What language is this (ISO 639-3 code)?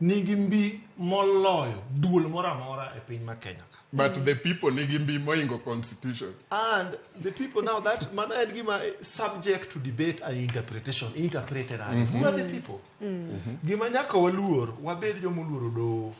luo